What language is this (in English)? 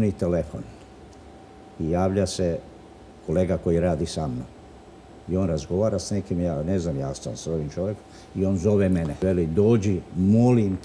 Croatian